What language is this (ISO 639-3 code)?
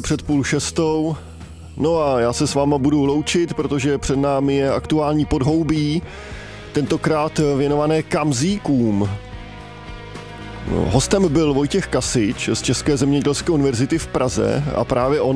ces